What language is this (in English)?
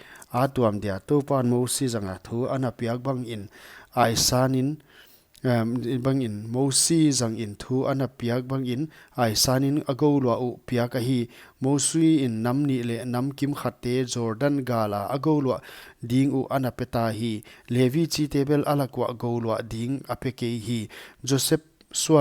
Paite Chin